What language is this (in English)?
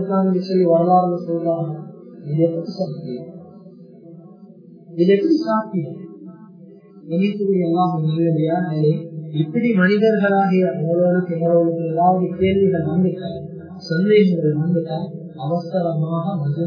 Tamil